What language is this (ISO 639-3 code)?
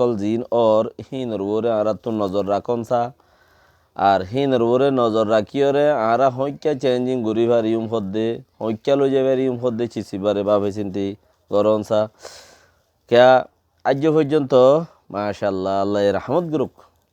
rhg